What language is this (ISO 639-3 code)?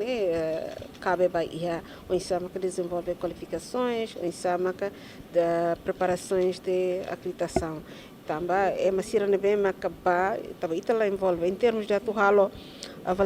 tet